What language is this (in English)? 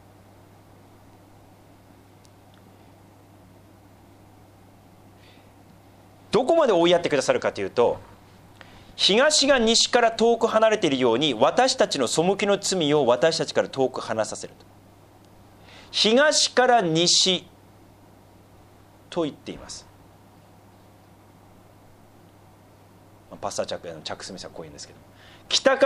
Japanese